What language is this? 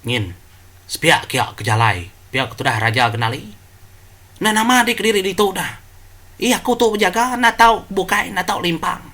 Iban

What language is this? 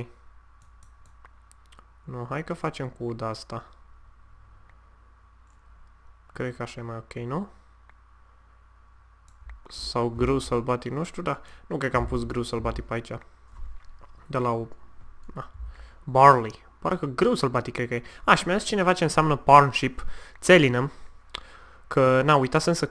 Romanian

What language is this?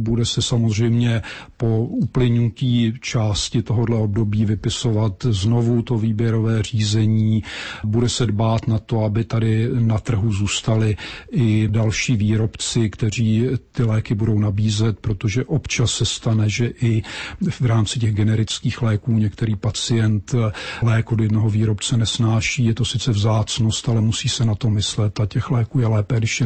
Czech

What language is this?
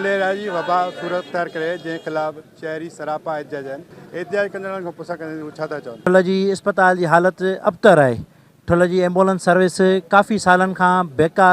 Sindhi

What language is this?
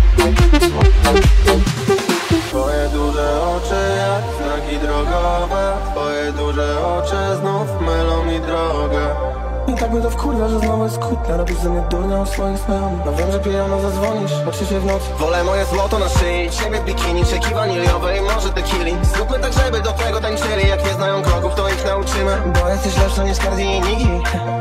Polish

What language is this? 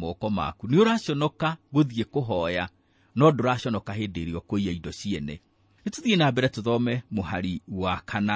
Kikuyu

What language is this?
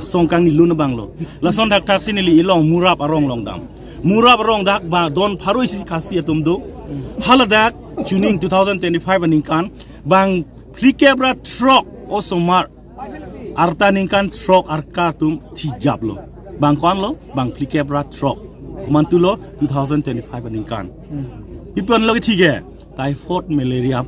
Karbi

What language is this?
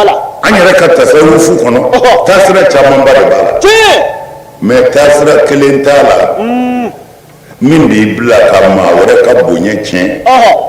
Bambara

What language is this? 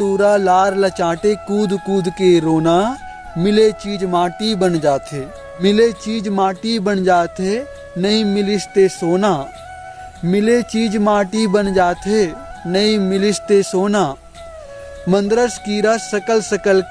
Chhattisgarhi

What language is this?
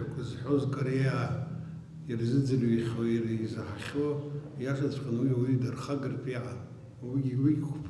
Abkhazian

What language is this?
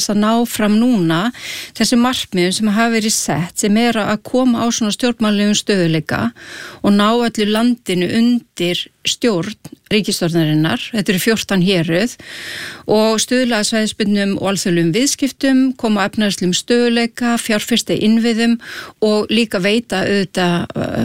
Icelandic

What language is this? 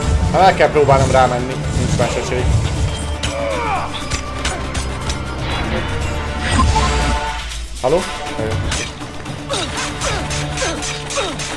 Hungarian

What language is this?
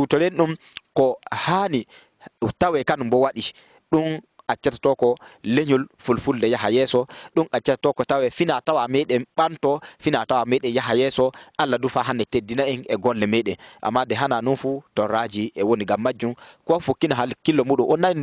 Fula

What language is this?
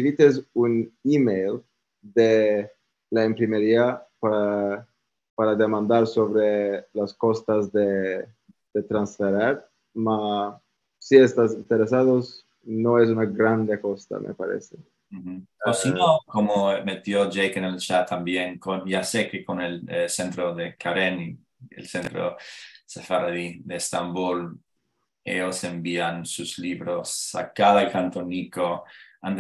Ladino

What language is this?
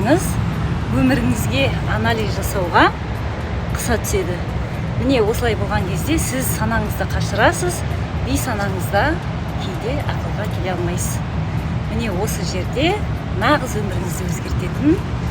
Kazakh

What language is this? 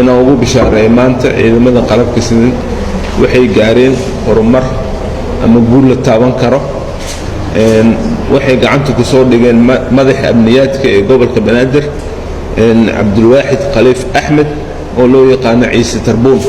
Somali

